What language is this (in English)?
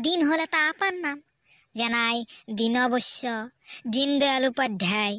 Assamese